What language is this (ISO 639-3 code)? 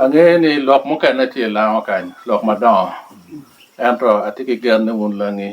laj